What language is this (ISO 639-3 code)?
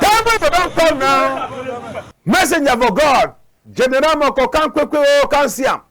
wes